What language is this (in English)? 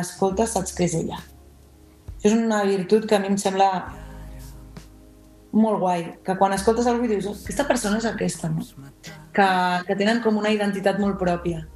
Catalan